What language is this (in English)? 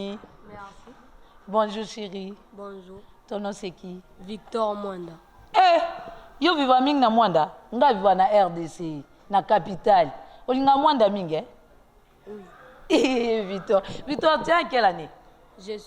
Lingala